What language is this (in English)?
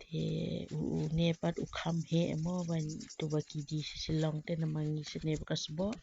Khasi